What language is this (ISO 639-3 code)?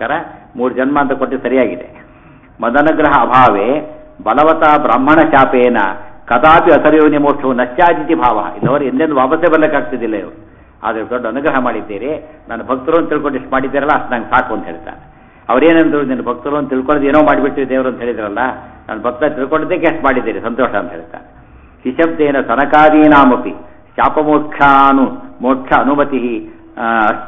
kan